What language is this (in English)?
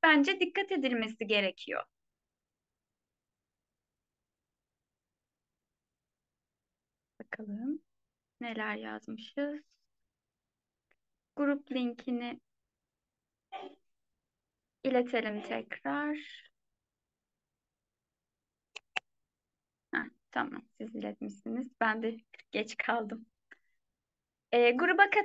Turkish